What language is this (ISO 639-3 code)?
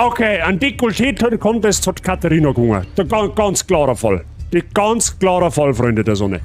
bar